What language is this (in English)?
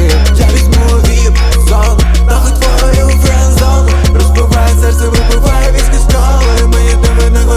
Ukrainian